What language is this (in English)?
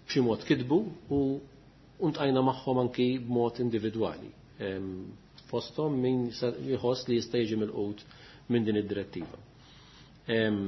Maltese